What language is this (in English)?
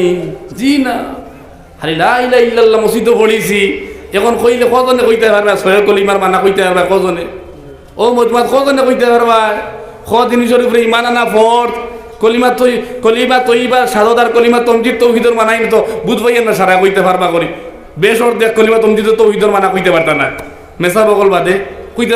Sylheti